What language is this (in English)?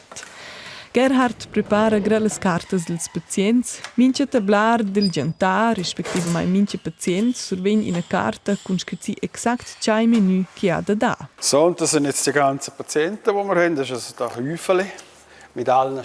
Romansh